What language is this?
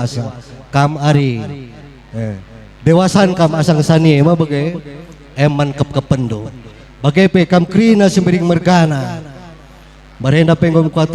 Batak Karo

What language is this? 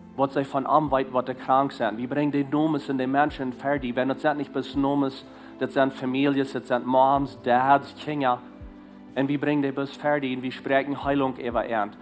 Plautdietsch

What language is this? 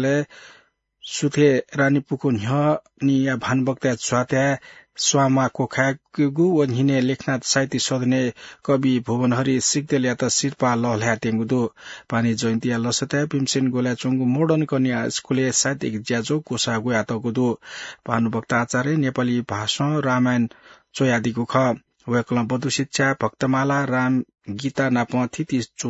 Newari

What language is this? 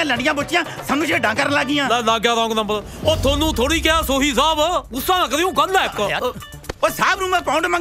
Punjabi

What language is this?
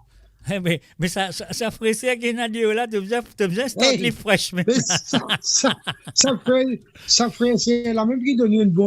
Morisyen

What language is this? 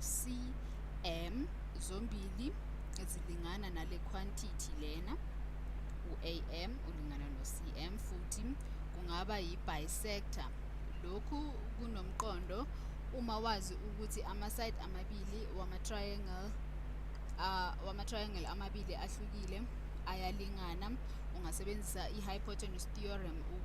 Zulu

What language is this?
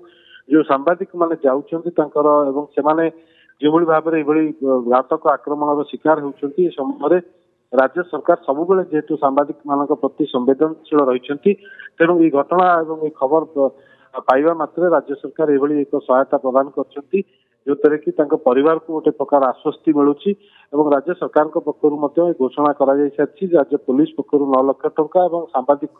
Odia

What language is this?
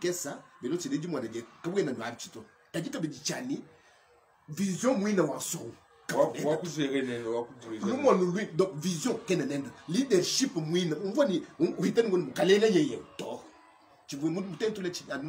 Luba-Lulua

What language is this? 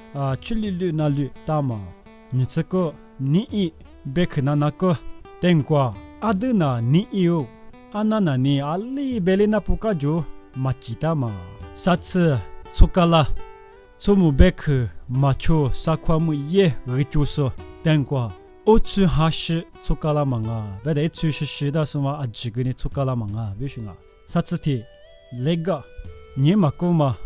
Lisu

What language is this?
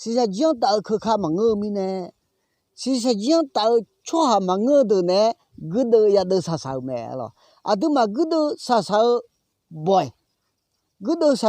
Akha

